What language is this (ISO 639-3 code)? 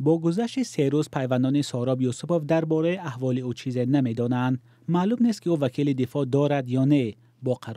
tgk